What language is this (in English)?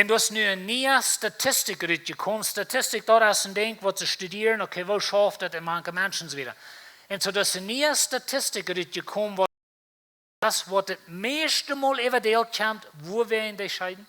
Plautdietsch